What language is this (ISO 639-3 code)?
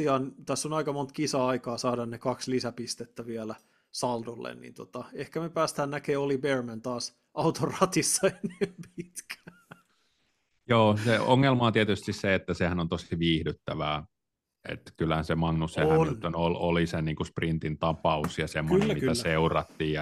fin